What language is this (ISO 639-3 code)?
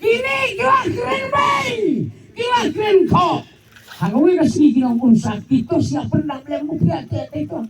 kha